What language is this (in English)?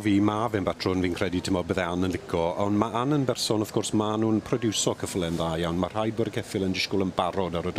Welsh